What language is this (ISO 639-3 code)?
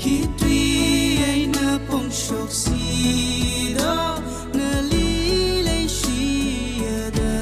nmf